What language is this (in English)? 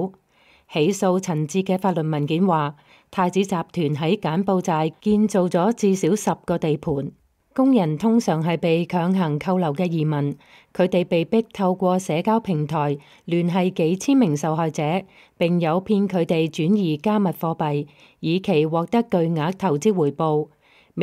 Cantonese